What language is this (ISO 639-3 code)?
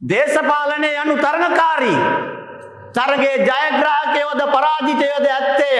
sin